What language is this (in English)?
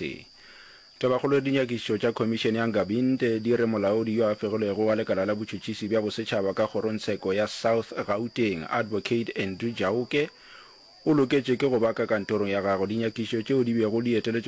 Northern Sotho